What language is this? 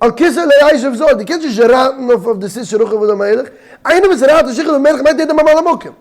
Yiddish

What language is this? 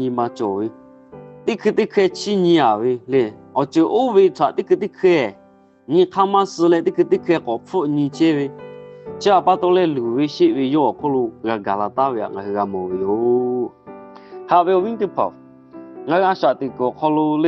Lahu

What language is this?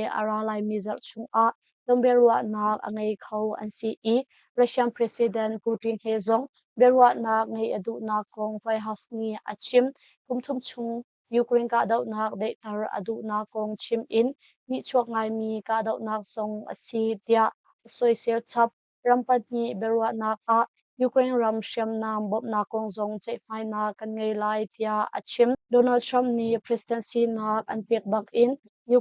Hakha Chin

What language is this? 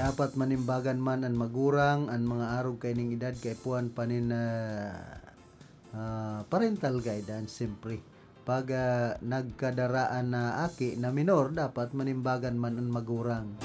Bikol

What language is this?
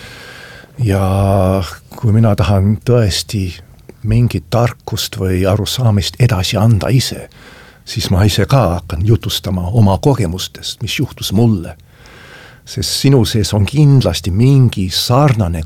Estonian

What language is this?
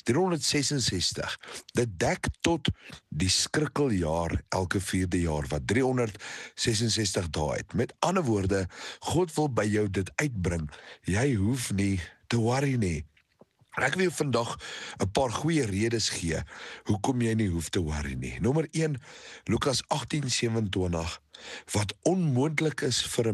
Afrikaans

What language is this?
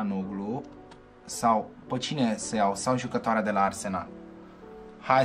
Romanian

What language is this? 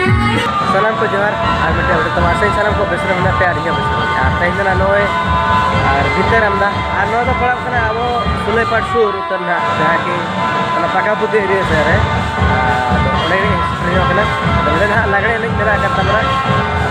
Santali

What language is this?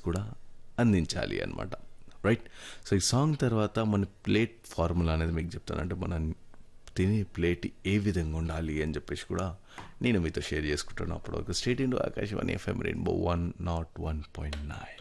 Telugu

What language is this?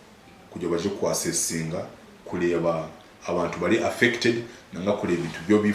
Nyankole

